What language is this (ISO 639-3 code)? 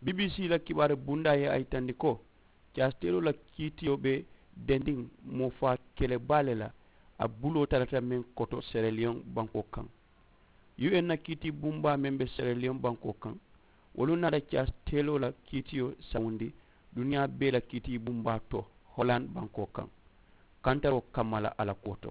man